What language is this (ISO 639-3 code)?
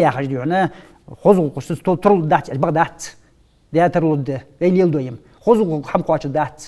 inh